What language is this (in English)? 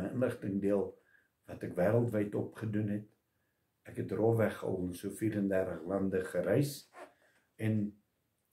Afrikaans